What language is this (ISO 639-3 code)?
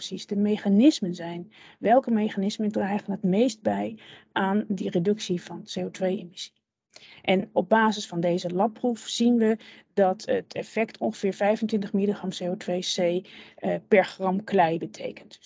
nld